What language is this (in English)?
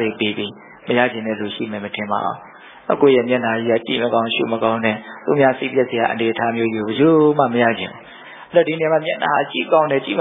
Burmese